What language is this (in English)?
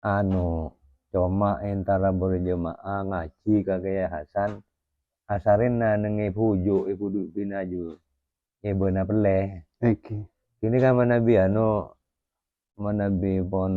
Madurese